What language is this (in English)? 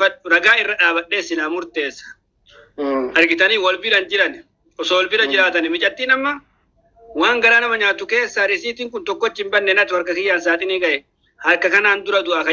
Oromo